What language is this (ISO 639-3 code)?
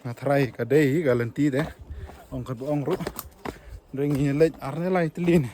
kha